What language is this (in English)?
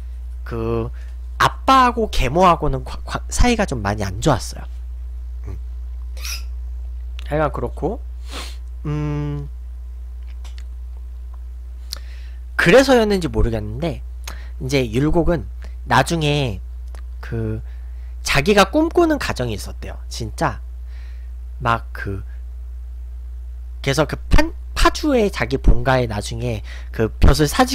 Korean